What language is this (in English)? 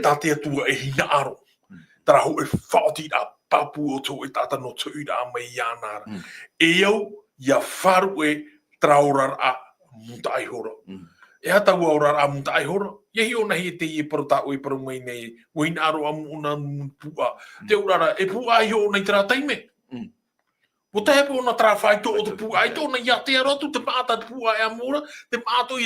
Tahitian